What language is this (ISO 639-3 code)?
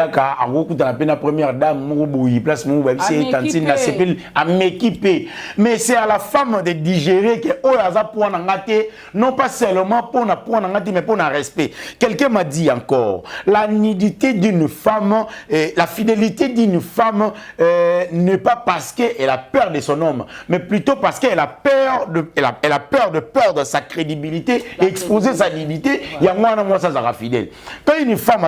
lin